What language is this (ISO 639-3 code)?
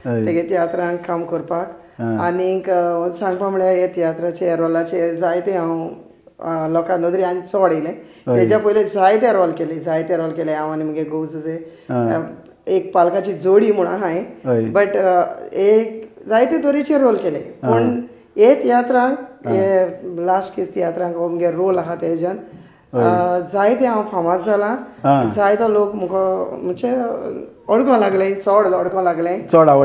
kok